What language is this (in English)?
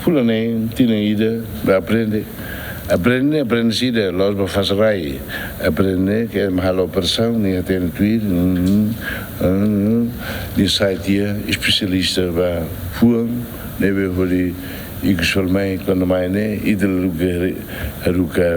Tetum